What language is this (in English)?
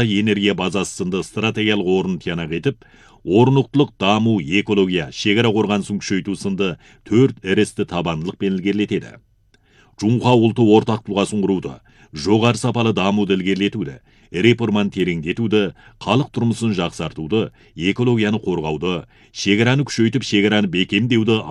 Kazakh